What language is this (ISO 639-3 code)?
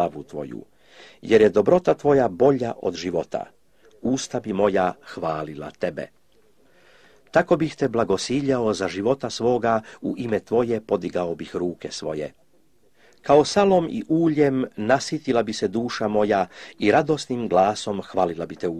hrv